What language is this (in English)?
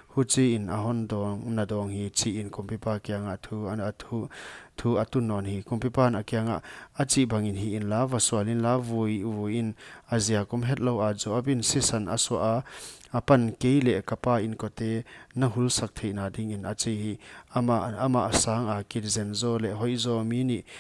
Paite Chin